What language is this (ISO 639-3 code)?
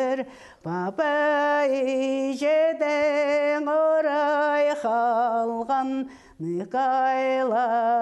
kjh